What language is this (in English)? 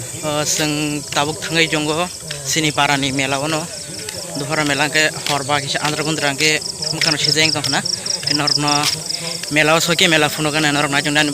Kok Borok